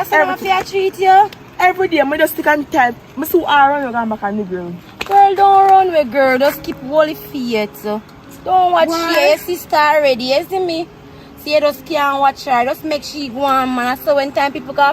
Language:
Jamaican Creole English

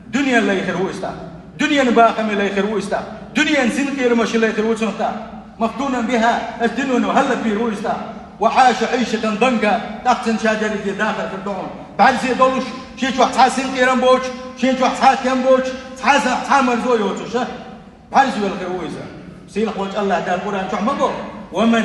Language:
Chechen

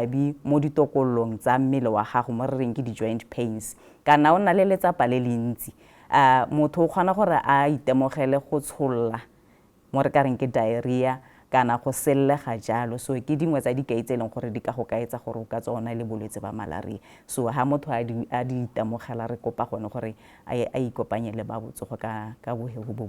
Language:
Tswana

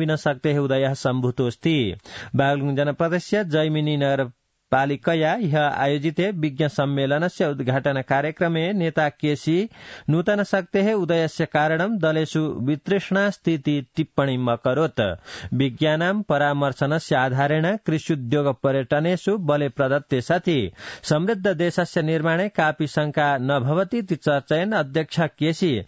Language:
Sanskrit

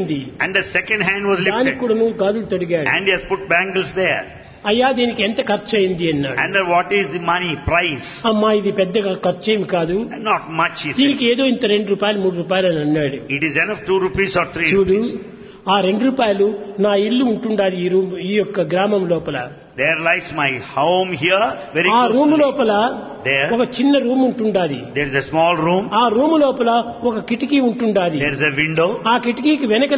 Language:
Telugu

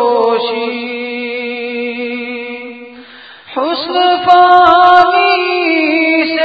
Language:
Urdu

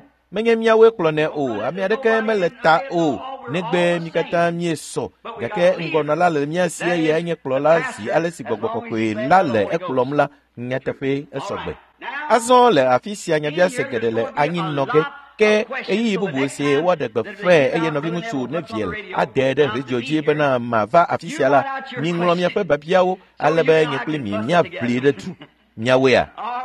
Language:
Ewe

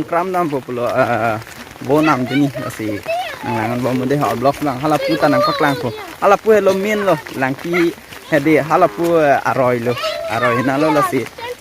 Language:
Karbi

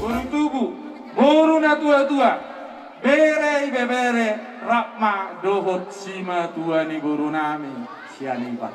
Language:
Batak Toba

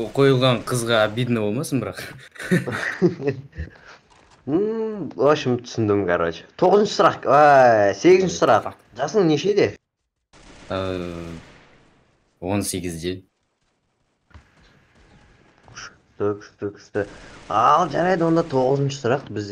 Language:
Kazakh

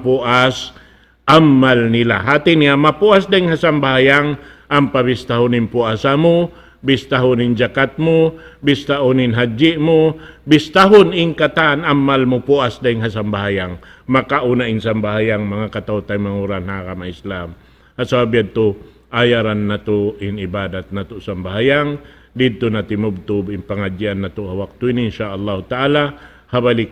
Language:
Tausug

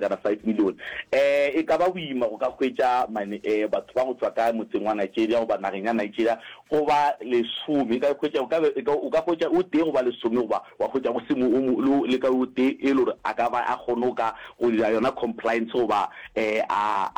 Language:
Northern Sotho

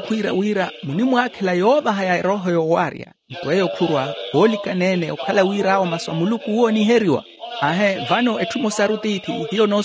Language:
Makhuwa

